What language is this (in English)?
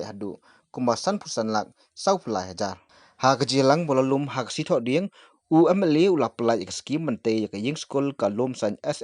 Khasi